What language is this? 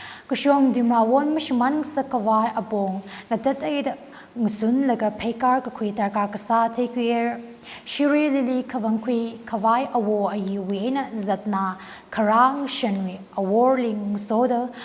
Tangkhul Naga (India)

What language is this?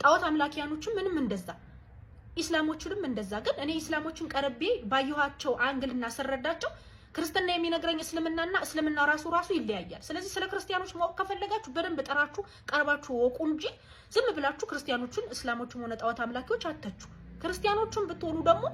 Amharic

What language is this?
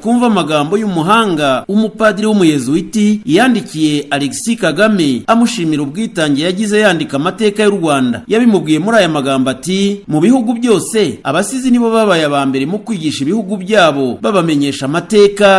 Kinyarwanda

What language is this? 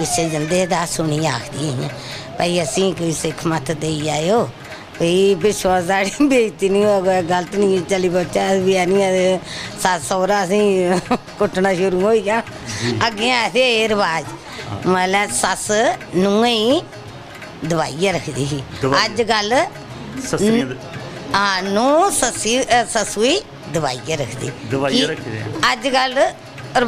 Dogri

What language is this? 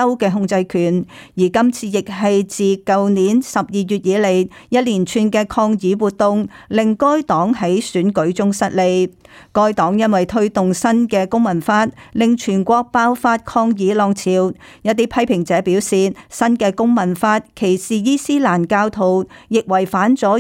Cantonese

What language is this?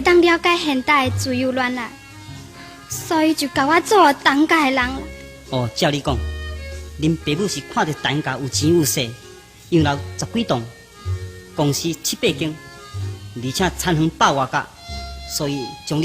Min Nan Chinese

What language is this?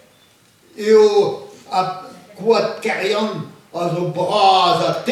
Breton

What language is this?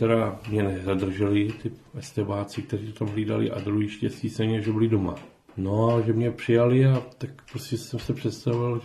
Czech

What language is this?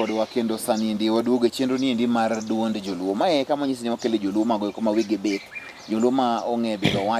Luo (Kenya and Tanzania)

